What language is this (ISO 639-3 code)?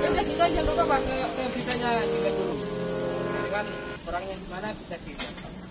ind